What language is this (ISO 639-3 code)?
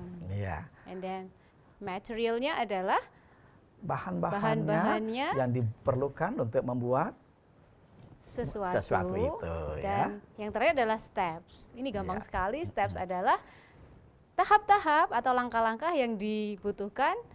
ind